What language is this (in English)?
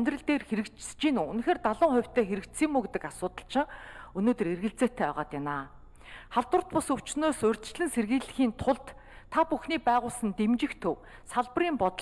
Mongolian